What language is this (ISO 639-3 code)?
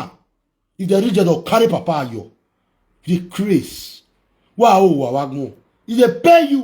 pcm